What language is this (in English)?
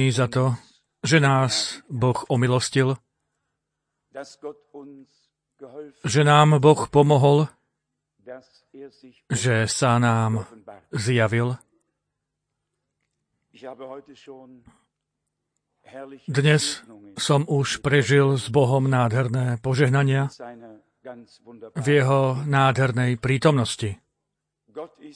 Slovak